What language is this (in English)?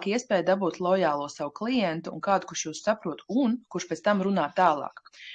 Latvian